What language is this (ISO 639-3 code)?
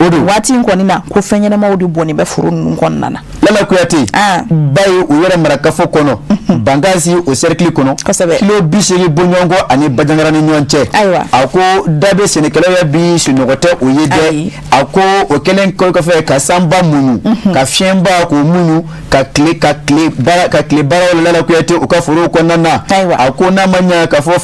bam